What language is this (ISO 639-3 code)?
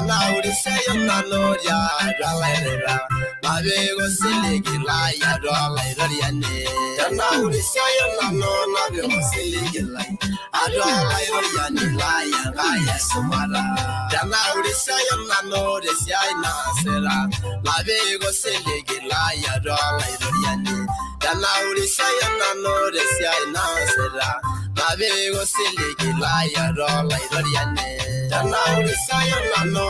mas